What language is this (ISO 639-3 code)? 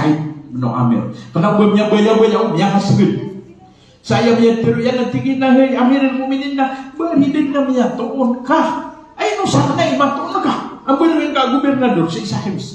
mrw